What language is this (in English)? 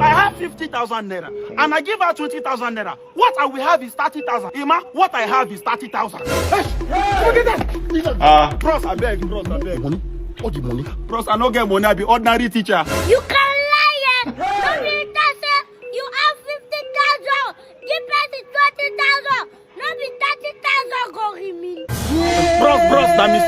Nigerian Pidgin